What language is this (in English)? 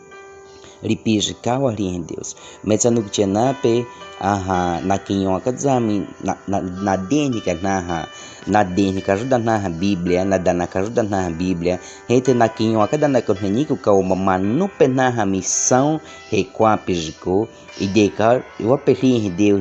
Baniwa